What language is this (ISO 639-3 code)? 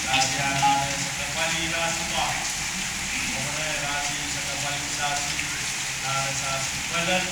pon